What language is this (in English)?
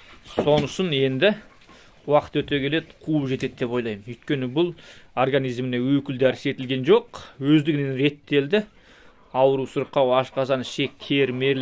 Kazakh